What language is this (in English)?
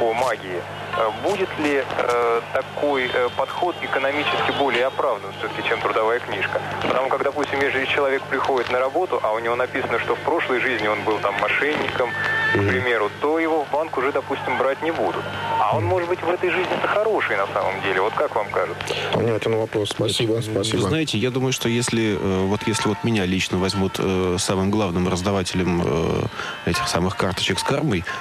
Russian